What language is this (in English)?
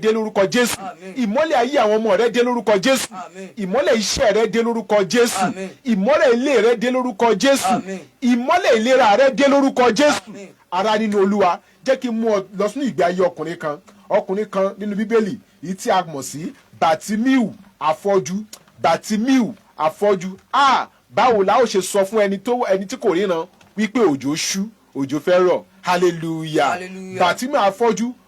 Yoruba